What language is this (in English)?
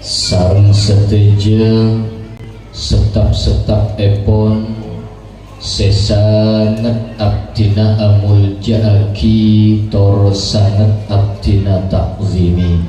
Madurese